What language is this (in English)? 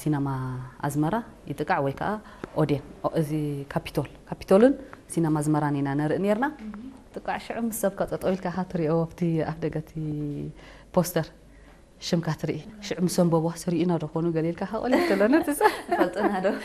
Tigrinya